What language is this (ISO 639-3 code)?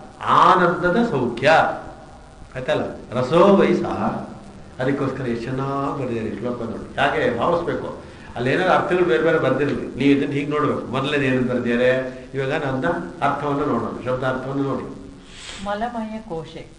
kan